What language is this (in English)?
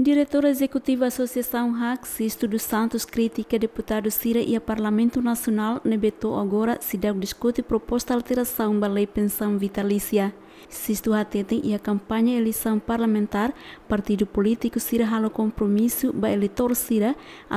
Tetum